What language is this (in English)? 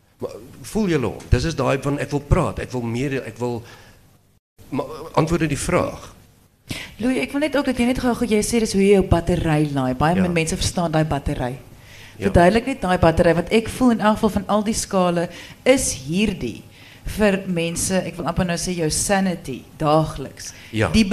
Afrikaans